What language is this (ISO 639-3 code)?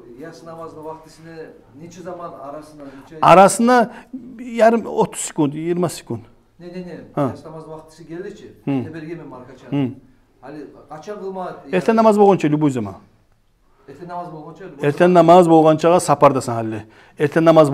kum